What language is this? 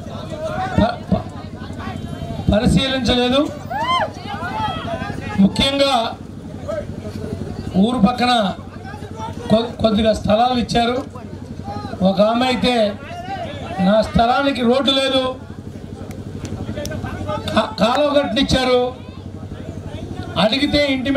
Telugu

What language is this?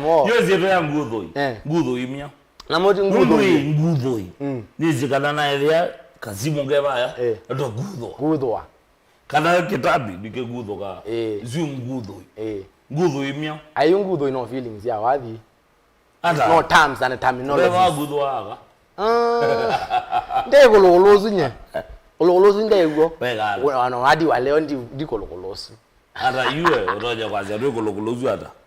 Kamba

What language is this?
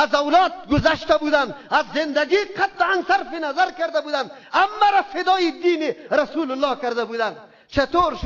Persian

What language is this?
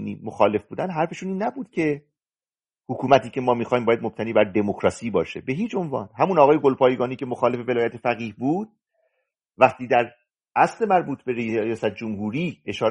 Persian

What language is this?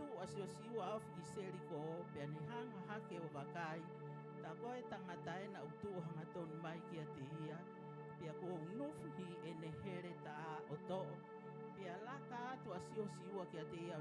Tongan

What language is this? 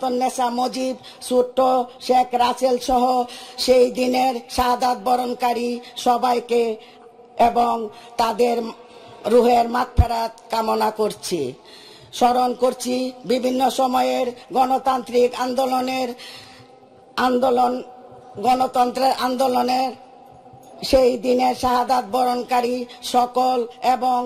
Bangla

